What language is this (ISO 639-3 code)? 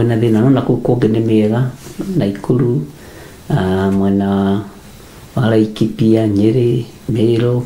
kik